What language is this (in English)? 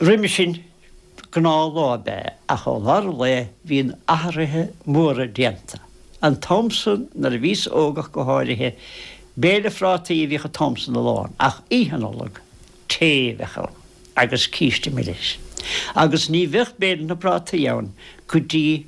Irish